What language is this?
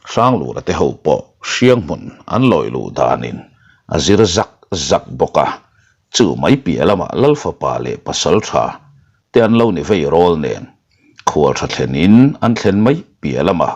Mizo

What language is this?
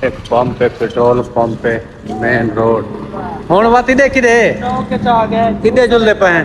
Saraiki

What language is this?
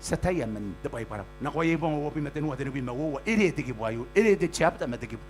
Gilbertese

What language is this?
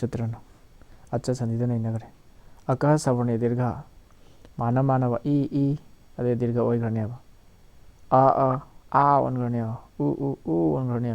Manipuri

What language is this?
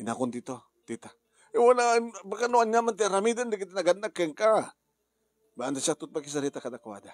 Iloko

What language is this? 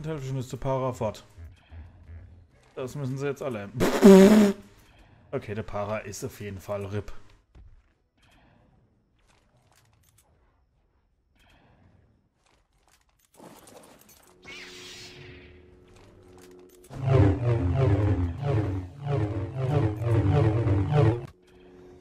German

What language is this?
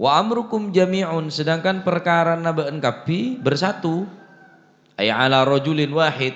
Madurese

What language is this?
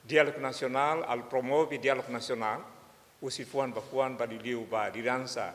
Tetum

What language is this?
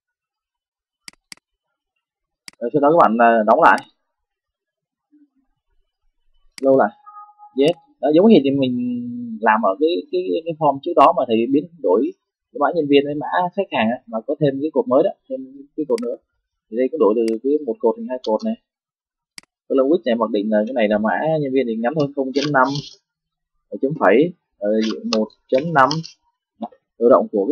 Vietnamese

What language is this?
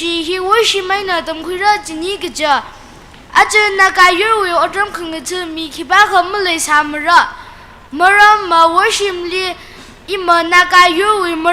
Tangkhul Naga (India)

